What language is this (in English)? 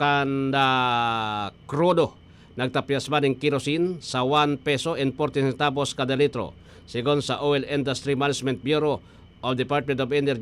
Bikol